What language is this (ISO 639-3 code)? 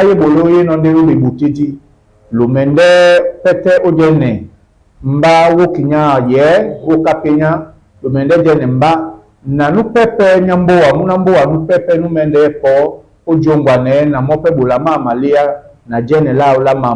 dua